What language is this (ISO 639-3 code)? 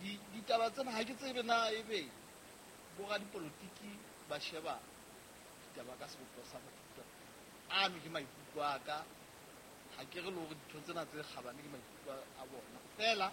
sot